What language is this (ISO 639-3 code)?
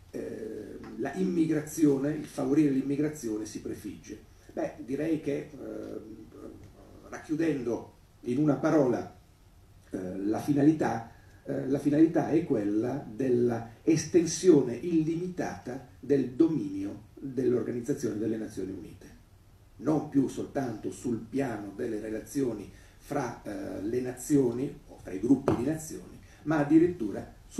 ita